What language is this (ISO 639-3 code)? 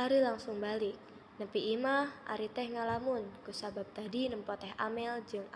sun